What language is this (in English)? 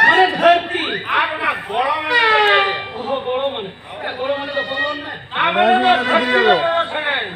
Santali